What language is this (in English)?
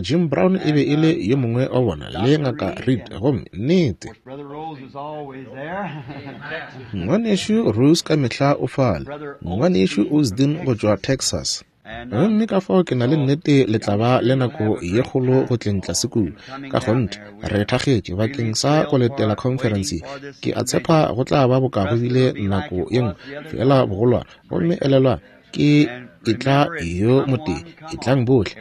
Northern Sotho